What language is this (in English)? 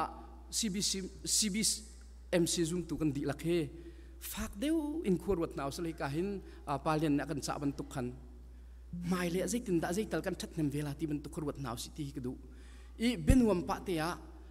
Hakha Chin